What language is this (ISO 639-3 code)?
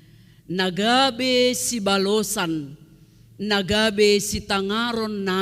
bts